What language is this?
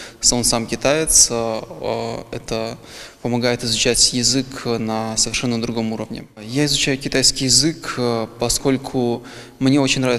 Russian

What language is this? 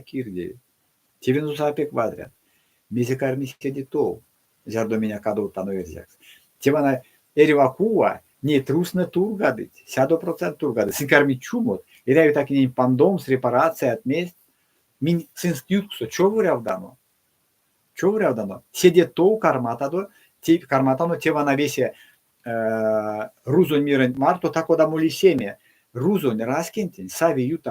Erzya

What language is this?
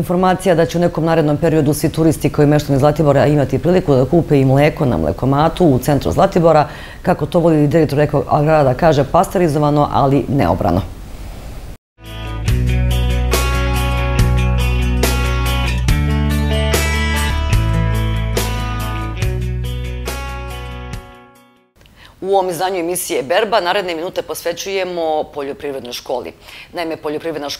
Serbian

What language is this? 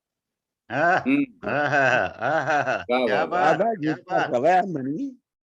Dogri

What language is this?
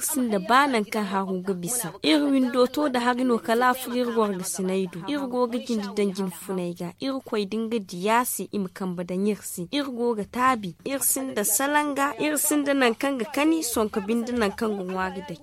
Zarma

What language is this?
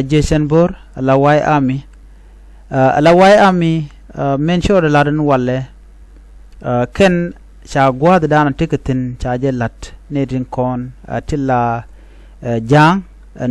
Nuer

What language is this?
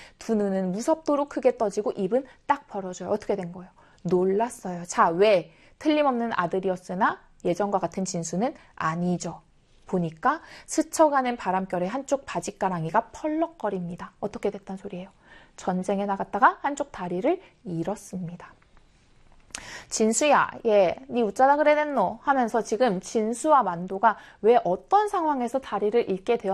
Korean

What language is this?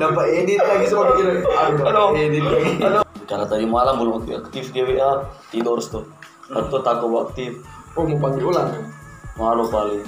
Manado Malay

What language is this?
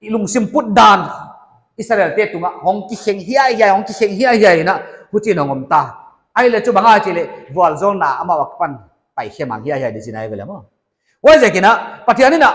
Paite Chin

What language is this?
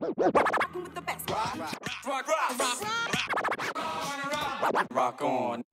Dutch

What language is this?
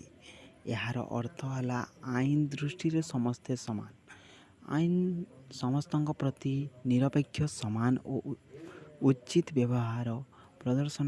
Odia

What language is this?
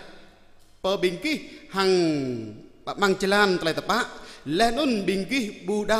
Jarai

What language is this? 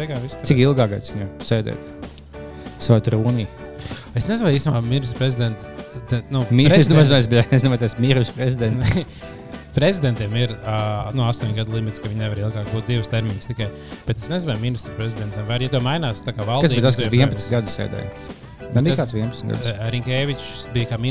Latvian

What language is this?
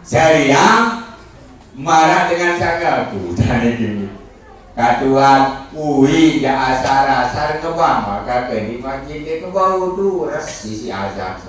Sasak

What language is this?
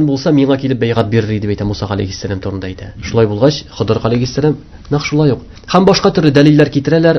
Tatar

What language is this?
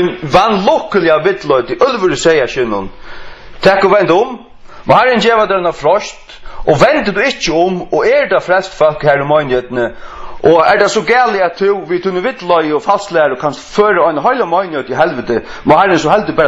Faroese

